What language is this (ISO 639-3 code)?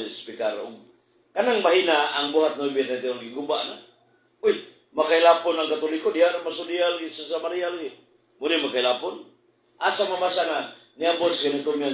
ceb